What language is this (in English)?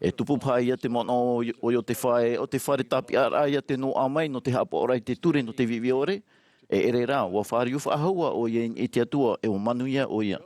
Tahitian